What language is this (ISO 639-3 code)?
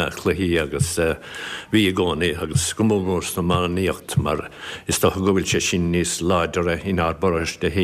gle